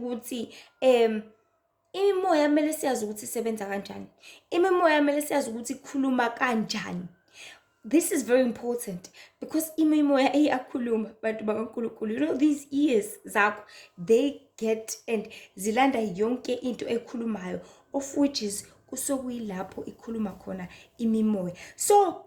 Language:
Zulu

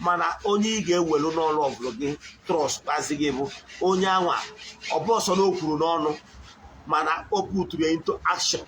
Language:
Igbo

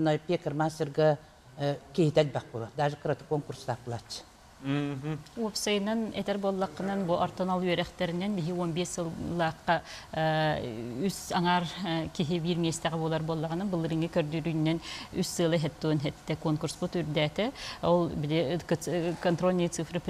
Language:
Yakut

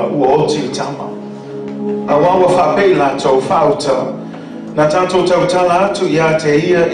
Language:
Samoan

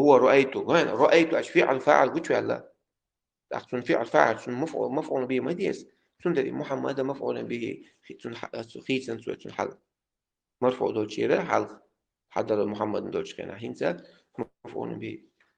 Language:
Chechen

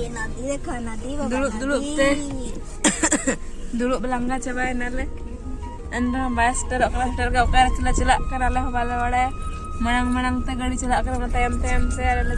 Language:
Santali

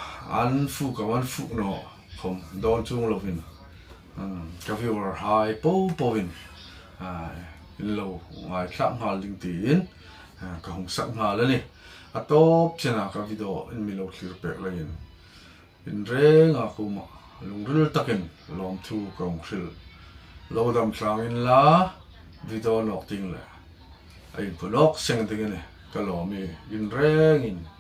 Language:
Hmar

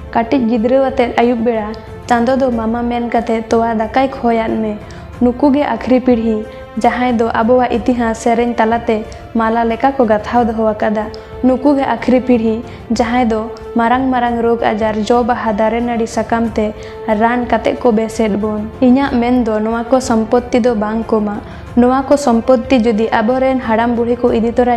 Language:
Santali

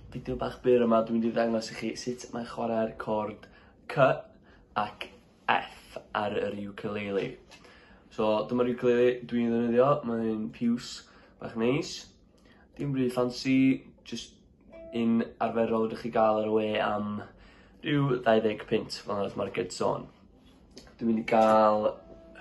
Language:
Welsh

